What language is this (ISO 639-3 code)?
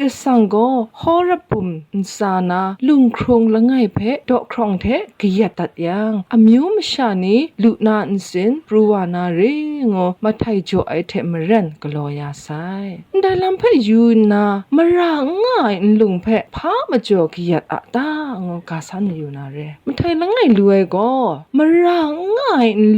kac